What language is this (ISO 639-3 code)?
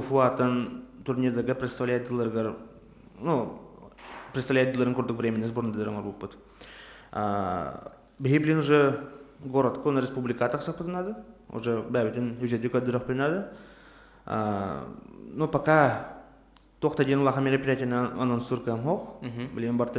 sah